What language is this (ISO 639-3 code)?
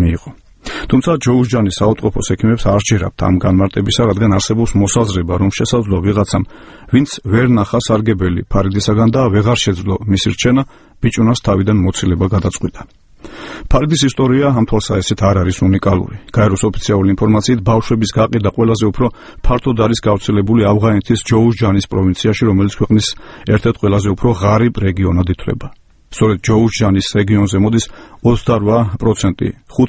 kat